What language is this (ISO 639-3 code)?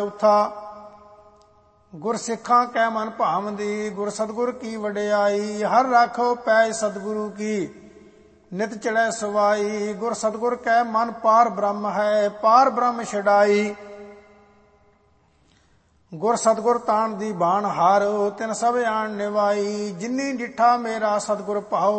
pan